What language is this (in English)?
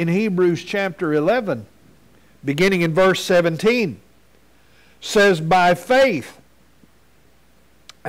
English